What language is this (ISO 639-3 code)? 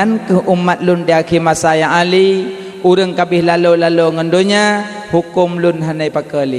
ace